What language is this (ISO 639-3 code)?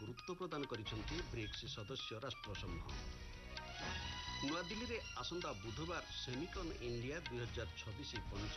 ori